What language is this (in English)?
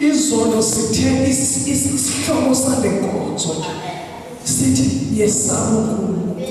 Zulu